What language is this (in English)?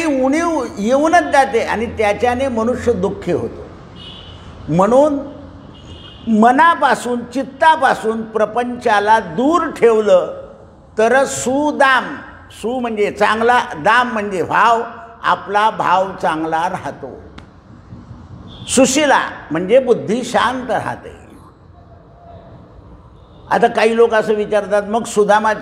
Marathi